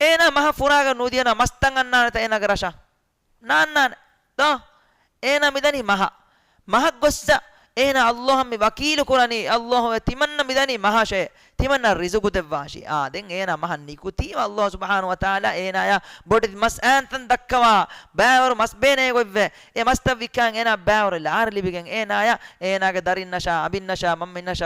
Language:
Divehi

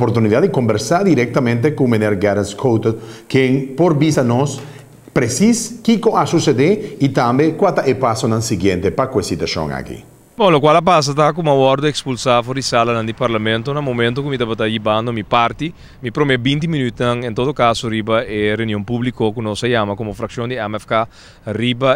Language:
Papiamento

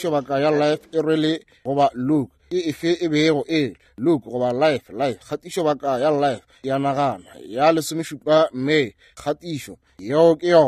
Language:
Northern Sotho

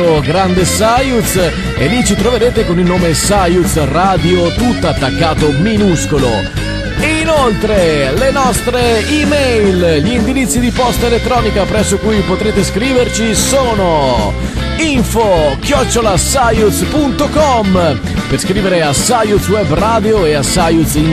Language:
Italian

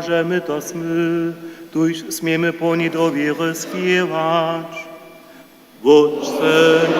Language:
Upper Sorbian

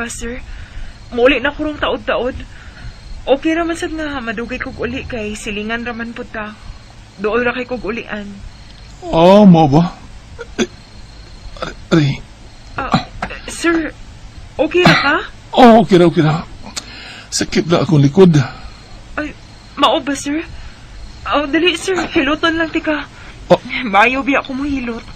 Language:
Cebuano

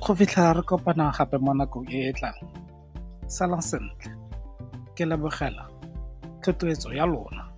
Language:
Tswana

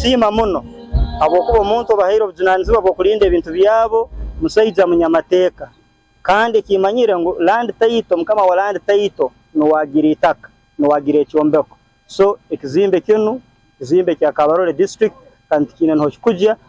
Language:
Nyankole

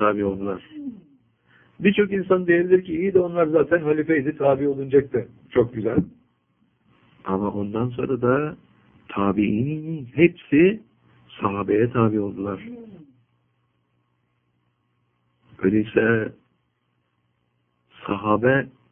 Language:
Turkish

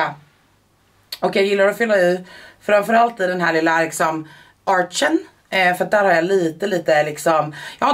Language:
Swedish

